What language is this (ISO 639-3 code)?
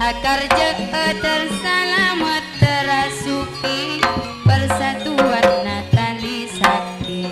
mad